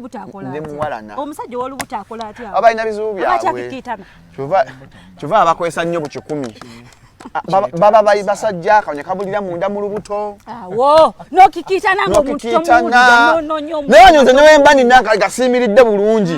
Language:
Ganda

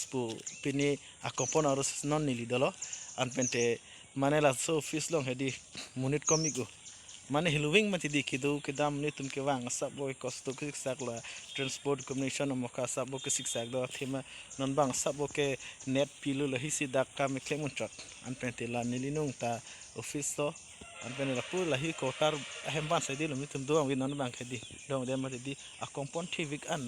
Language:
Karbi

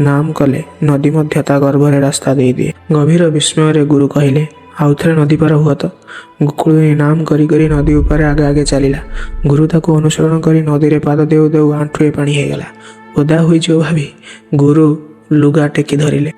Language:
Odia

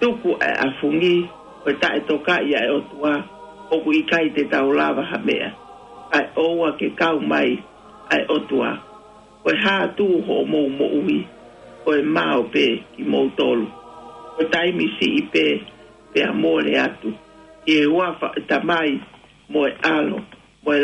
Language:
Tongan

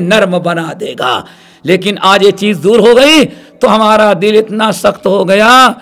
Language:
Urdu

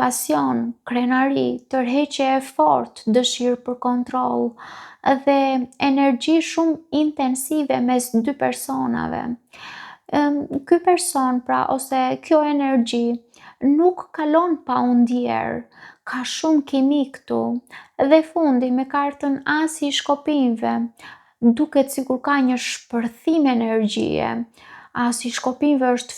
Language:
Albanian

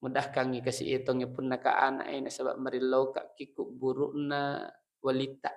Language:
Buginese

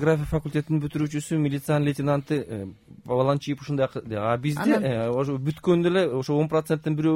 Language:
Kyrgyz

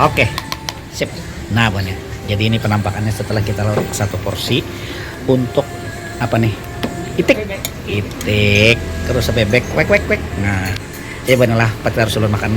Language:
Banjar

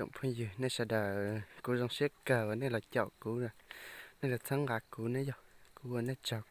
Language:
Hmong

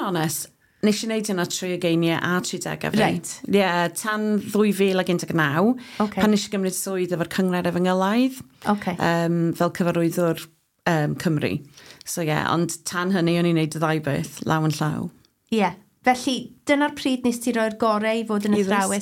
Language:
Welsh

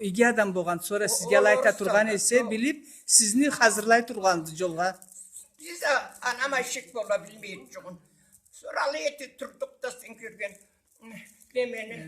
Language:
Karachay-Balkar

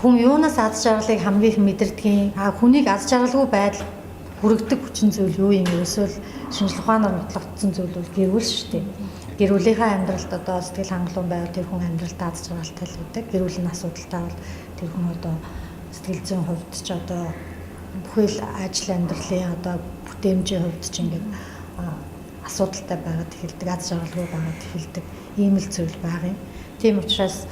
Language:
Mongolian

